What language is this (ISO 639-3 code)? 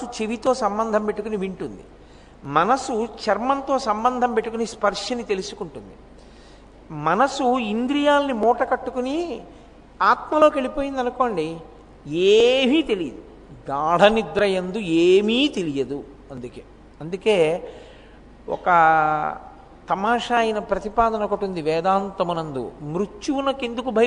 tel